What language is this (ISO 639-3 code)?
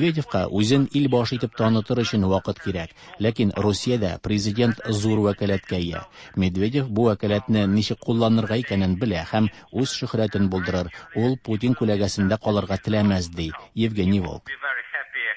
tat